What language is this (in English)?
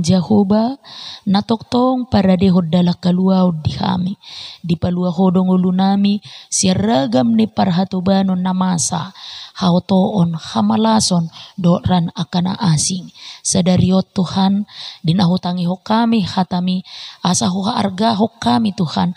Batak Toba